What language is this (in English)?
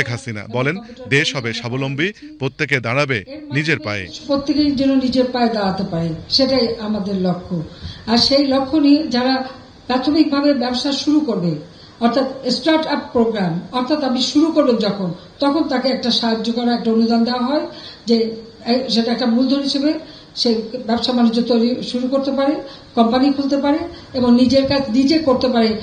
Bangla